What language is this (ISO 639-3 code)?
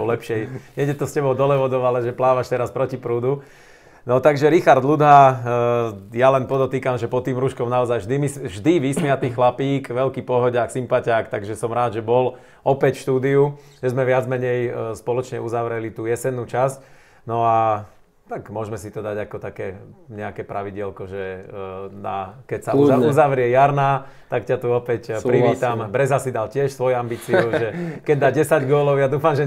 slk